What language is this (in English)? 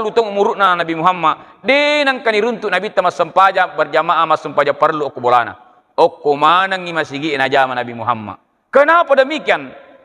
Buginese